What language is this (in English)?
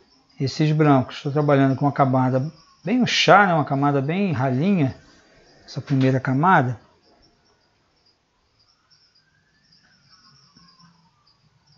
Portuguese